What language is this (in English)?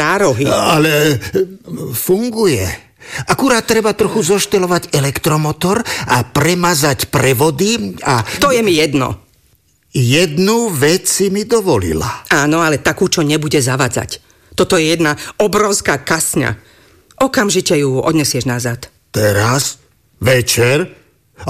Slovak